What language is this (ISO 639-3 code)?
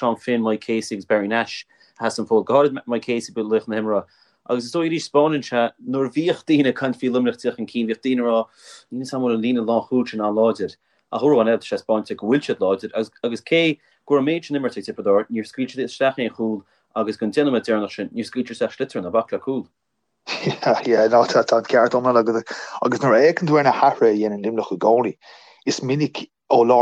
gle